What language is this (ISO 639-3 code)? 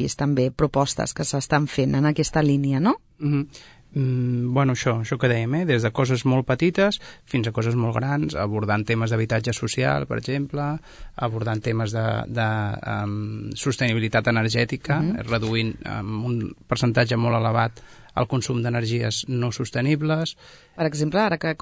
cat